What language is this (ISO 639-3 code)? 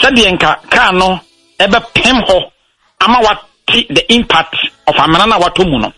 aka